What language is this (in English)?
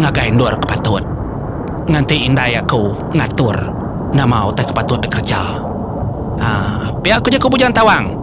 Iban